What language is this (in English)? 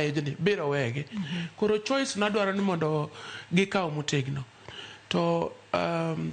Luo (Kenya and Tanzania)